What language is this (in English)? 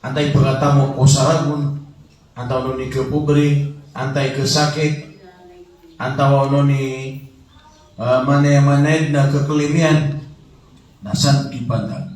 Maranao